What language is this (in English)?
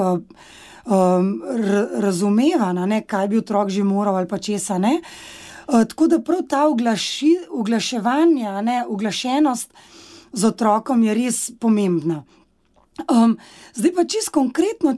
Slovenian